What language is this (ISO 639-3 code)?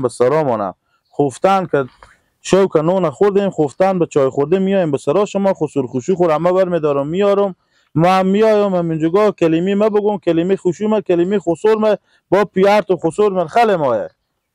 haz